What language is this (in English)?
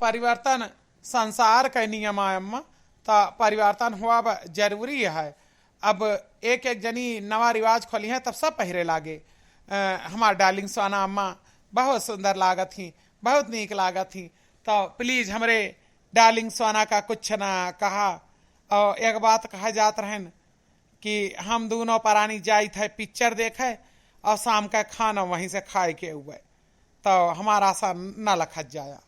Awadhi